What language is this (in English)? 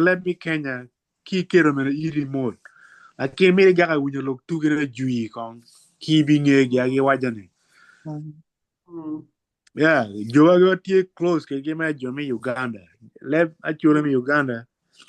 Acoli